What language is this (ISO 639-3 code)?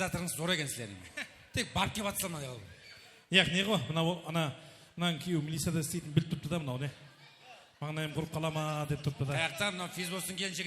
kaa